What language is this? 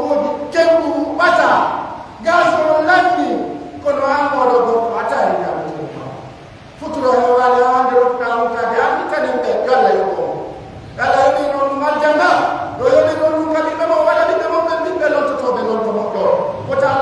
Pular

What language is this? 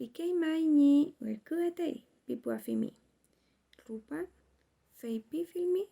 Mapuche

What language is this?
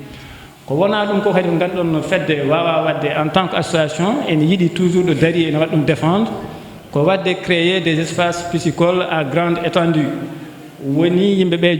Fula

